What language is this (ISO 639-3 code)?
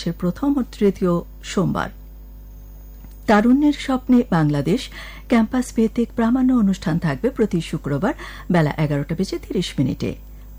ben